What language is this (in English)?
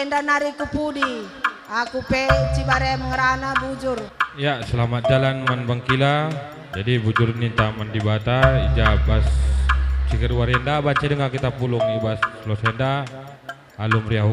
Batak Karo